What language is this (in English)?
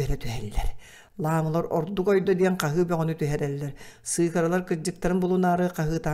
Yakut